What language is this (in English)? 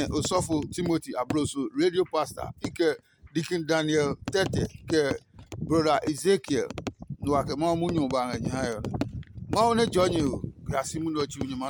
Adangme